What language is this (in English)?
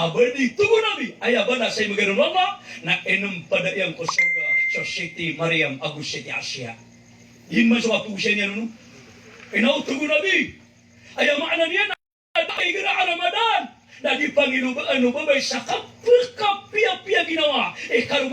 Maranao